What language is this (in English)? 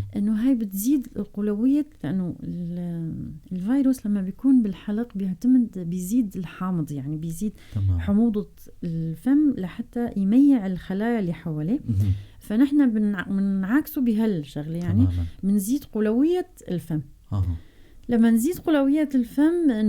North Levantine Arabic